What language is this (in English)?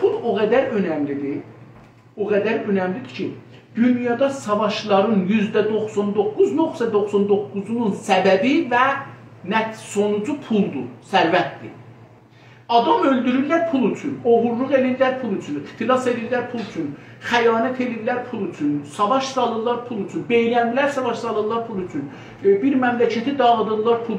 South Azerbaijani